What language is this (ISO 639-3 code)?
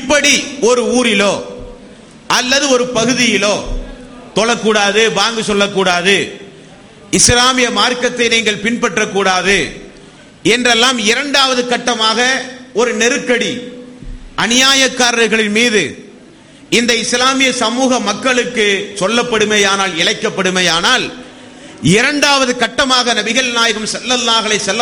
tam